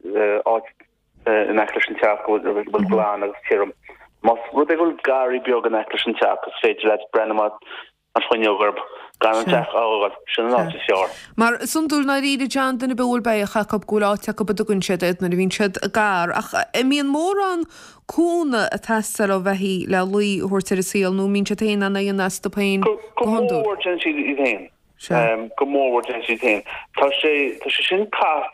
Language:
Irish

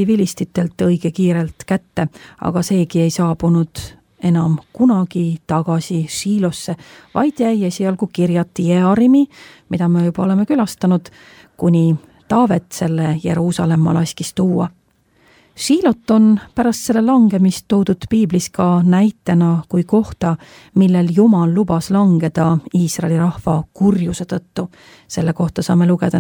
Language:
Estonian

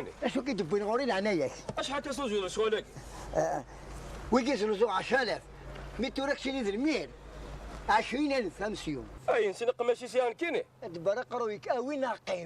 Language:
Kabyle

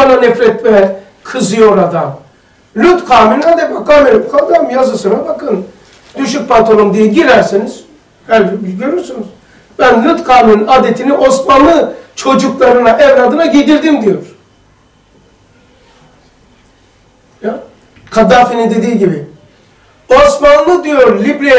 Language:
Turkish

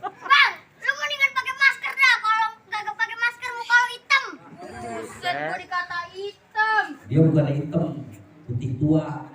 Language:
Betawi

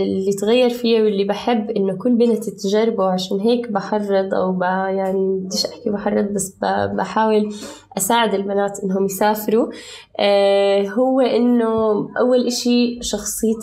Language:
North Levantine Arabic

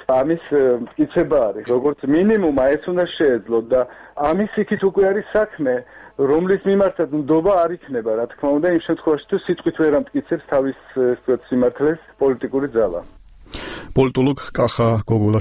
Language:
Georgian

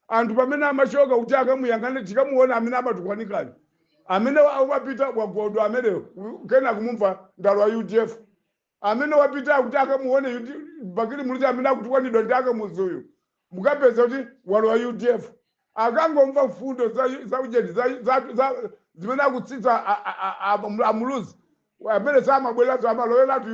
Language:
Nyanja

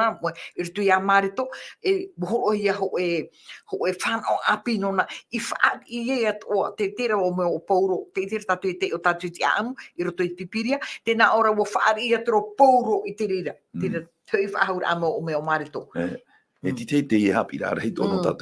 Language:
Tahitian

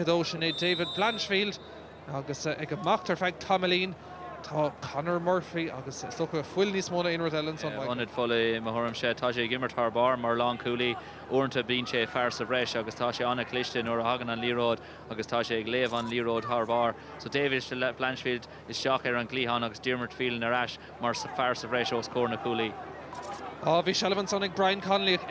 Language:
Irish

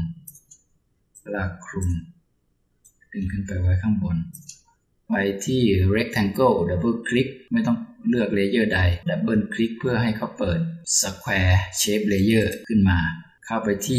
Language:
Thai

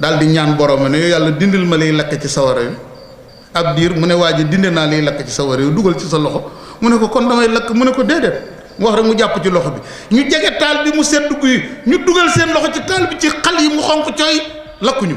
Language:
Wolof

